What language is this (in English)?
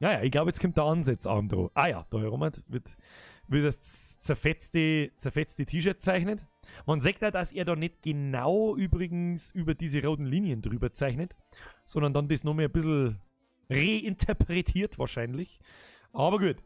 Bavarian